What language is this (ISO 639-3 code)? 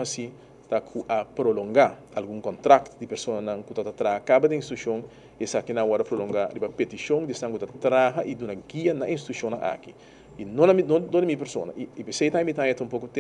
pap